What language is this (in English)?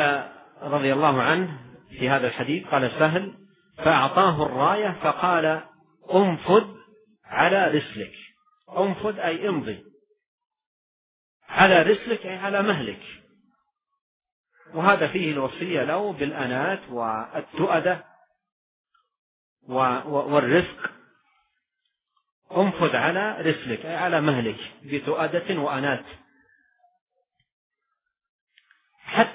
Arabic